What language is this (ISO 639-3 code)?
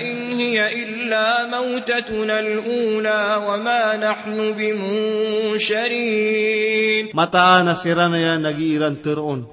mrw